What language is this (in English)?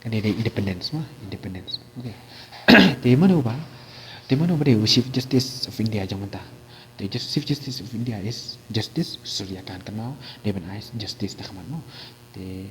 Khasi